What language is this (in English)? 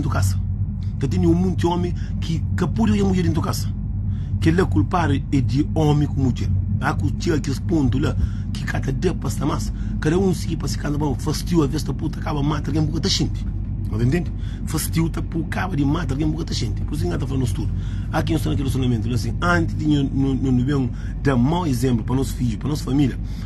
Kabuverdianu